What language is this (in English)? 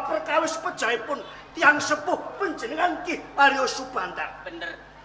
Javanese